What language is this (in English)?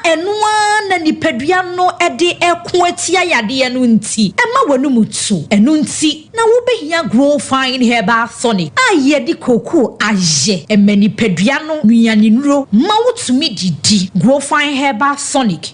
Akan